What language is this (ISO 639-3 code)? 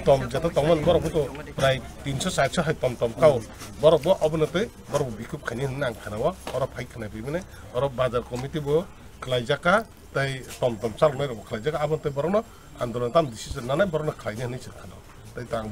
trp